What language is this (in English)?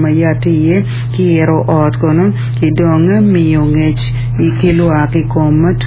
Acoli